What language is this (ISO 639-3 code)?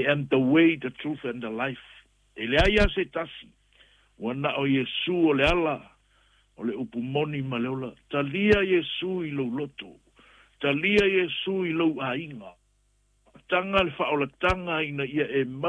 smo